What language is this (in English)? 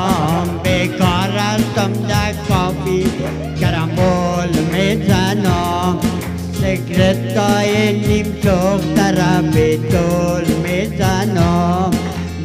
Persian